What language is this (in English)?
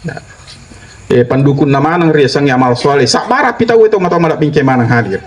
Buginese